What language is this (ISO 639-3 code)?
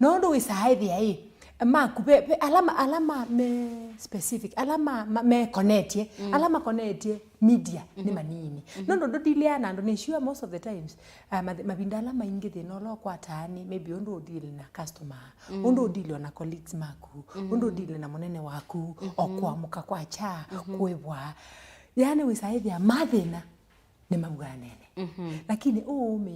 kam